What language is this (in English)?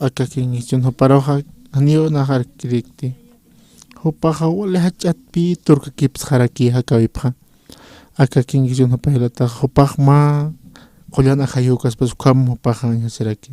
Aymara